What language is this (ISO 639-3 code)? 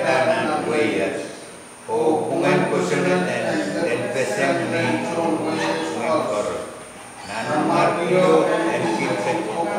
pon